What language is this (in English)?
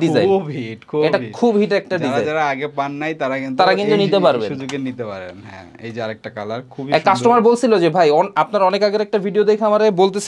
Bangla